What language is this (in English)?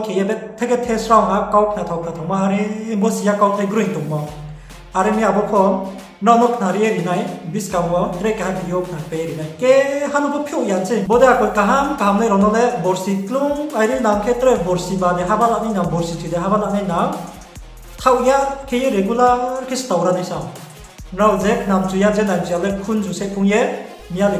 Riang (India)